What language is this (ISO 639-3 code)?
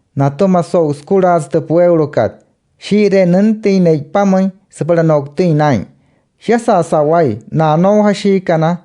guc